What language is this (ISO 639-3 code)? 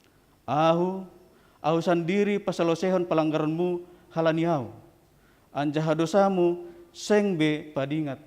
bts